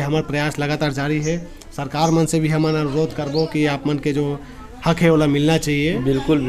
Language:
Chhattisgarhi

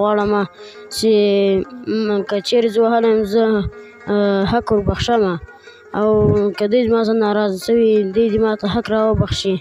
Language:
Pashto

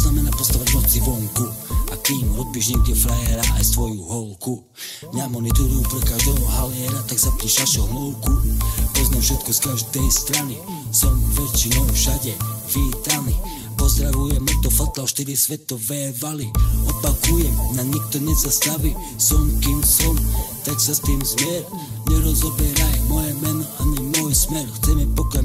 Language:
Slovak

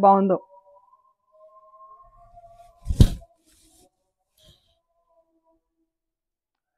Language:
Telugu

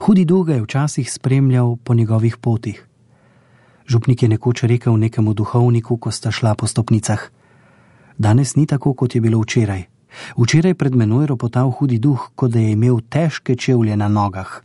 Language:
Slovenian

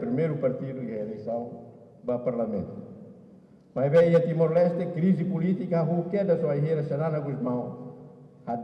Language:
Tetum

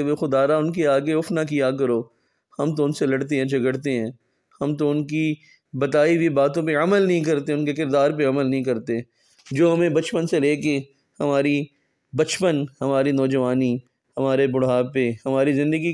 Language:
Urdu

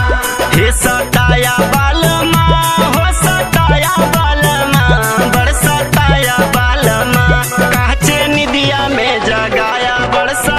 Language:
Bhojpuri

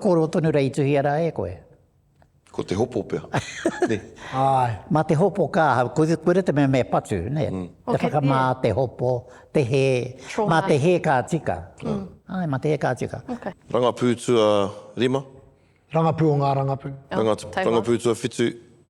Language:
Māori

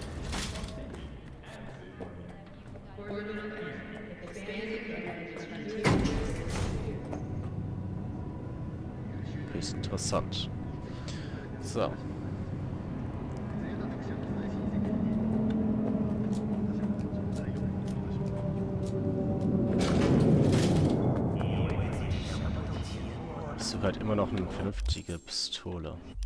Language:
German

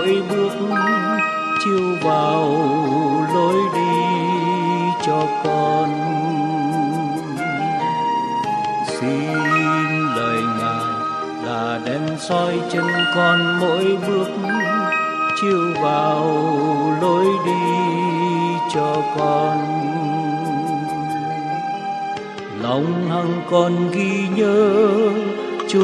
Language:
Vietnamese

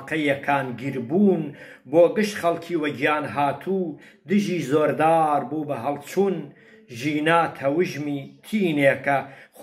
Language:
Central Kurdish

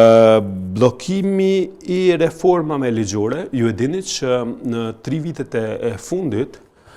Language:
Albanian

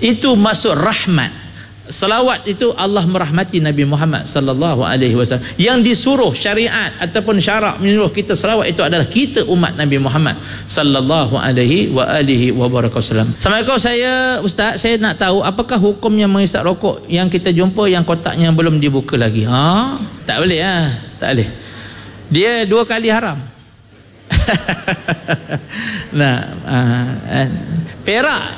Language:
Malay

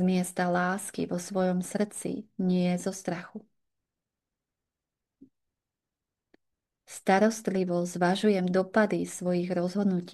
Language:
Slovak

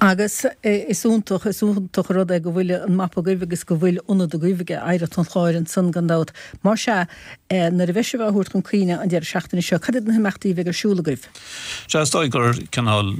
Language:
Irish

